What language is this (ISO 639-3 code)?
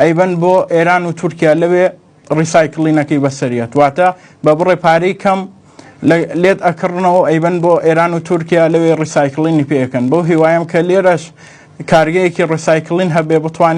ckb